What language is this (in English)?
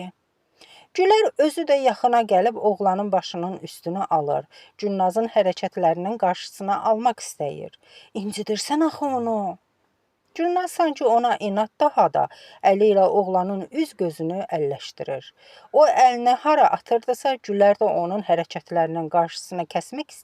Azerbaijani